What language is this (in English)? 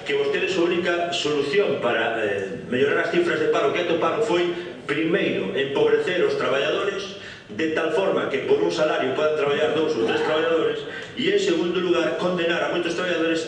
Galician